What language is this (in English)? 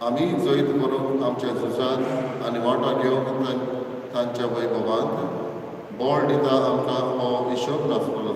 Konkani